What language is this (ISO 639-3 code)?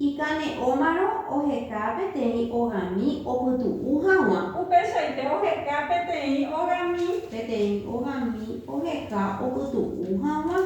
grn